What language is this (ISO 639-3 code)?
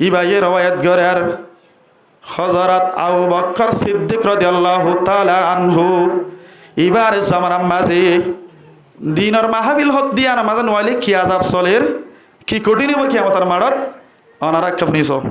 rhg